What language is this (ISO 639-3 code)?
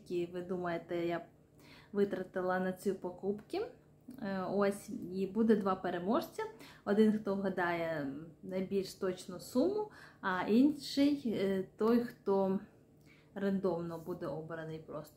ukr